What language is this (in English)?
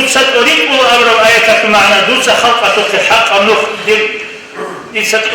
Avaric